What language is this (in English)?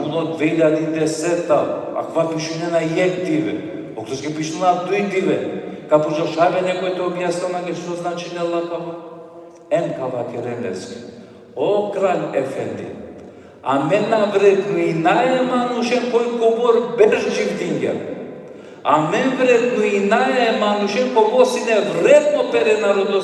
Balkan Romani